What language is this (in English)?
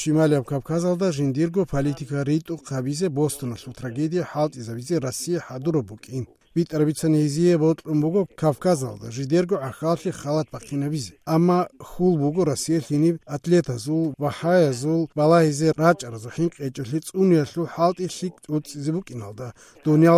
Avaric